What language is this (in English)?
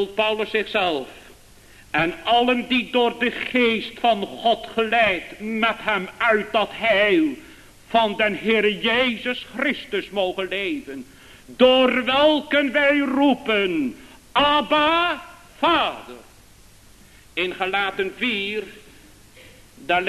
Dutch